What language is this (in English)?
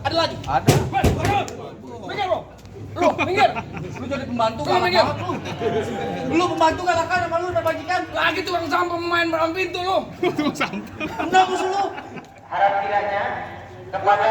Betawi